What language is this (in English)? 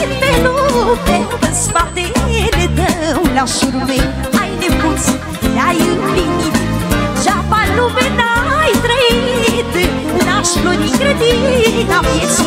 Romanian